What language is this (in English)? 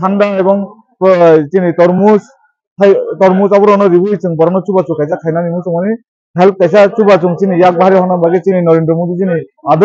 Kok Borok